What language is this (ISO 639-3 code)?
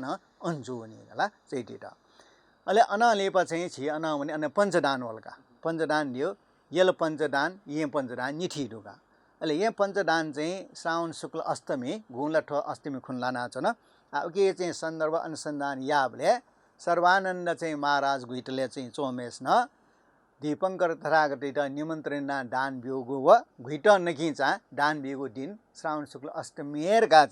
new